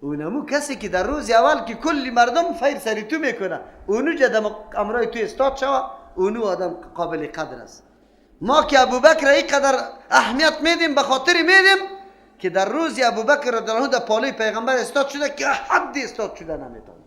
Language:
Persian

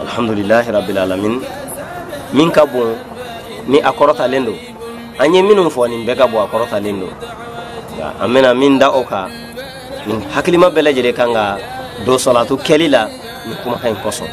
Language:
Bambara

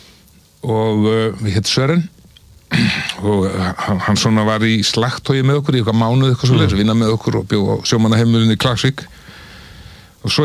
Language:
Icelandic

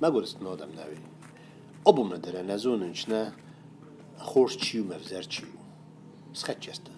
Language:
Ossetic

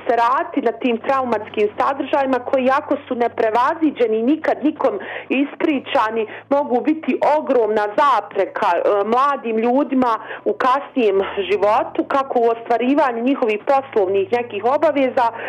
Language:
Bosnian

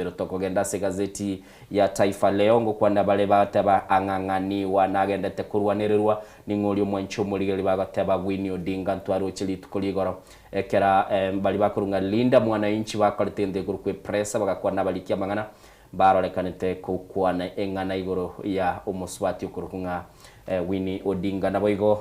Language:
Gusii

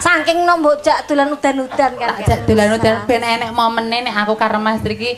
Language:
Javanese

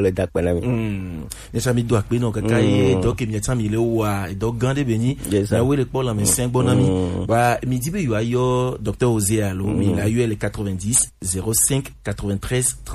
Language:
Gen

